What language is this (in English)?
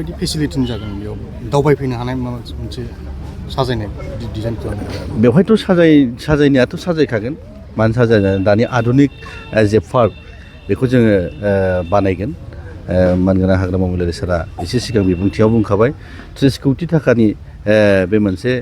Bodo